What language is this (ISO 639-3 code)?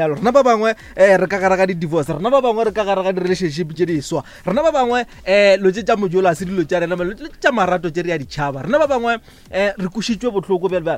nso